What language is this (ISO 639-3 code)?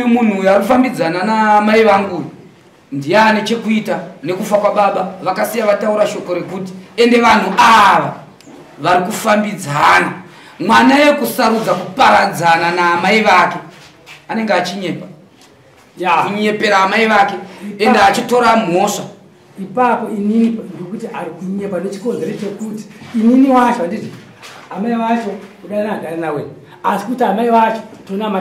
sna